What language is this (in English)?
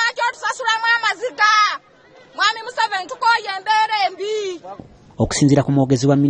Ganda